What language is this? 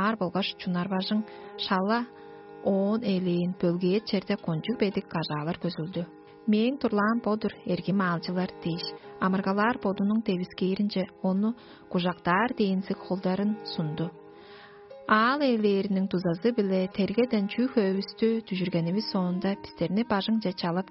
Tuvinian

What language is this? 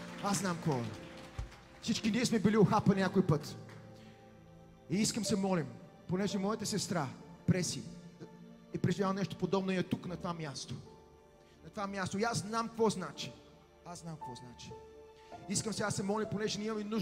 Bulgarian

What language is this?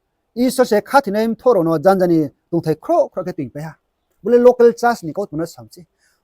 Riang (India)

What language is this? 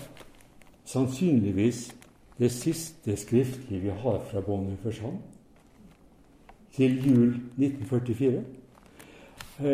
Norwegian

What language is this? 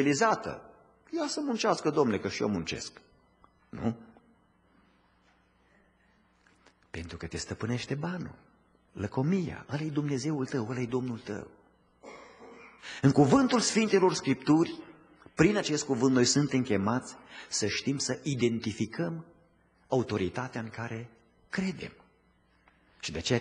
Romanian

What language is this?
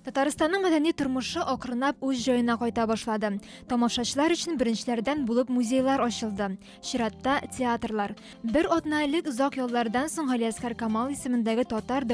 Tatar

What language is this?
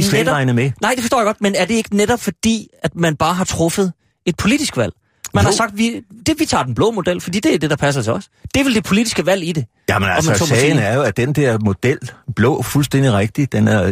Danish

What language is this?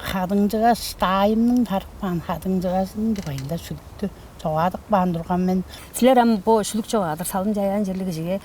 Tuvinian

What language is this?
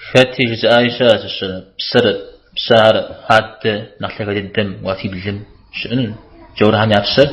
Kabardian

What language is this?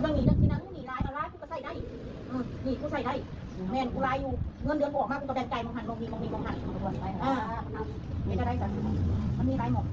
Northeastern Thai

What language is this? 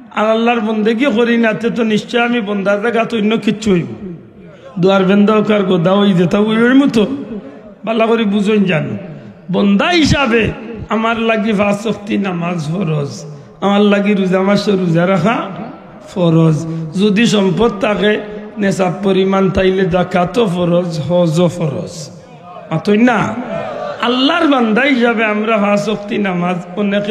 Sylheti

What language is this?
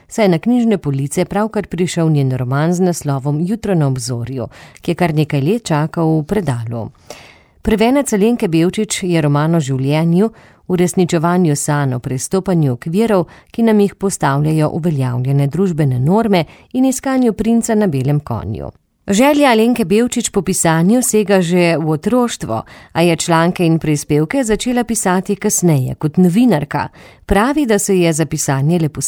Slovenian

